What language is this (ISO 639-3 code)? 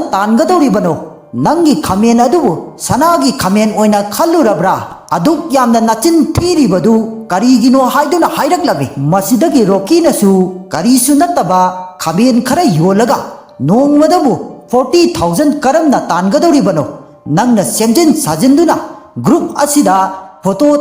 mni